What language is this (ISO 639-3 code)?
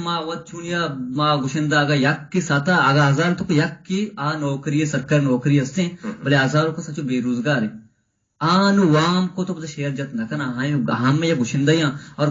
bgp